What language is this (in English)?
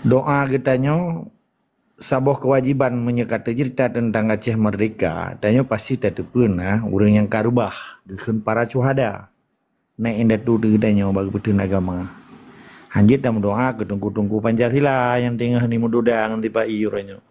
Achinese